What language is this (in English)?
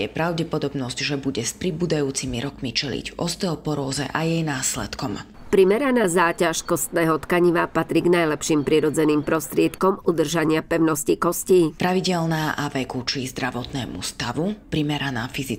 Slovak